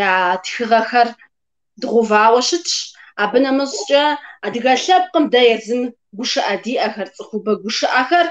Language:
Kabardian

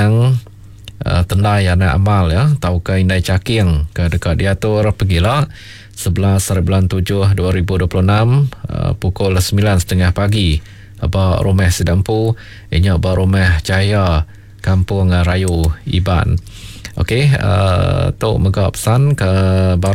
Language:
Iban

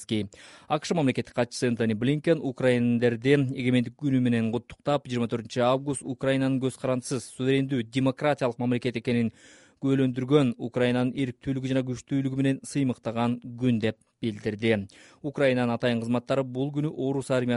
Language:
Kyrgyz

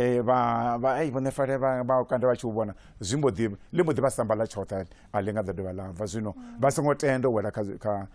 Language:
Venda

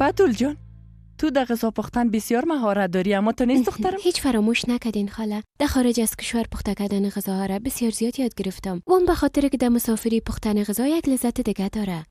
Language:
Persian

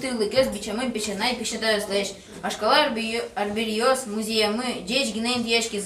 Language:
Udmurt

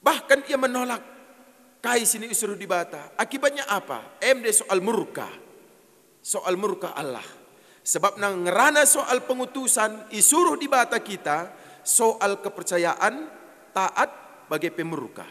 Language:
Batak Karo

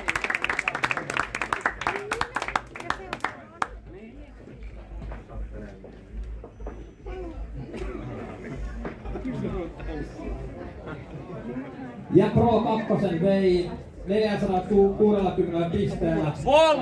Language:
Finnish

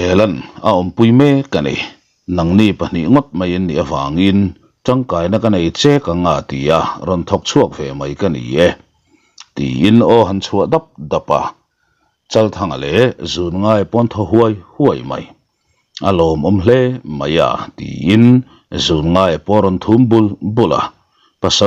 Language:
Mizo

